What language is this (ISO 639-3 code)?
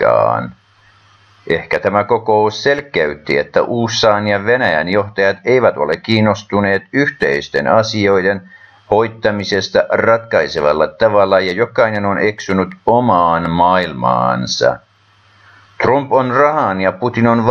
fin